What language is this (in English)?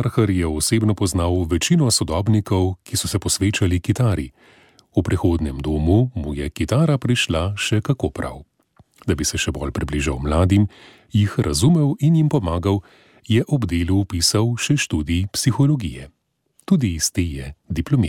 Slovenian